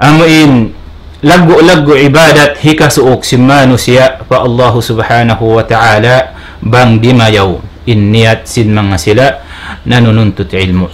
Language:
Tausug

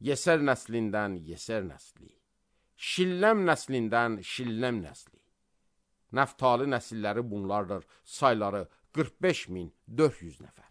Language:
Azerbaijani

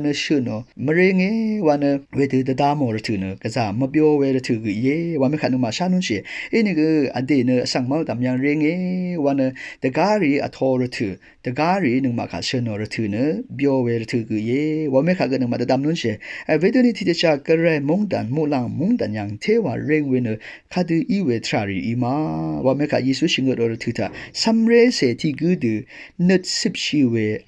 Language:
Rawang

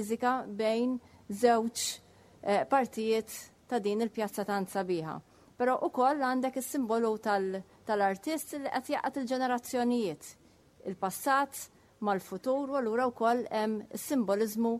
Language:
Maltese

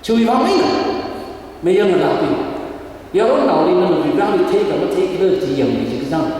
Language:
Tangkhul Naga (India)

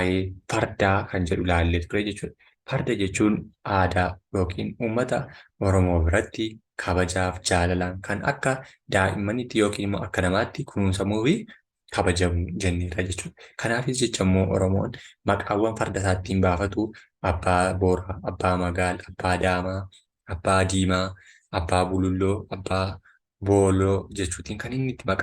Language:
Oromo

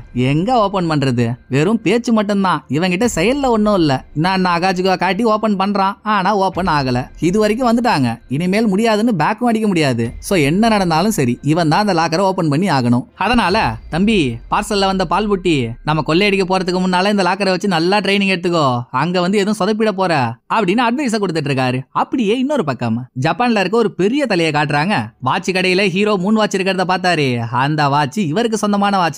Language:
Tamil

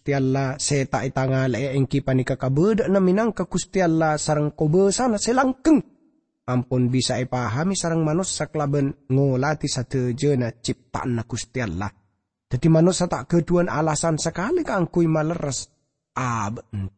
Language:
Madurese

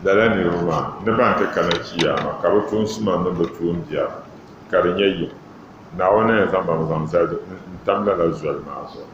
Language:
Dagbani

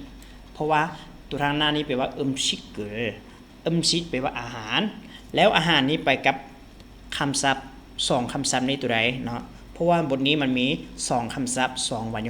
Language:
Lao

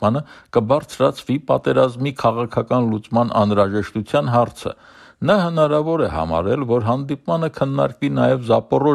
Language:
Armenian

